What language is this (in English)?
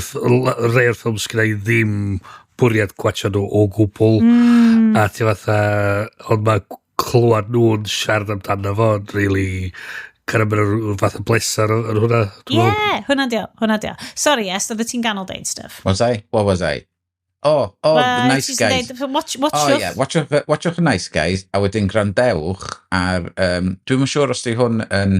Welsh